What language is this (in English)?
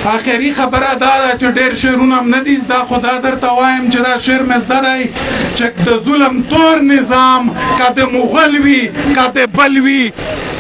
Pashto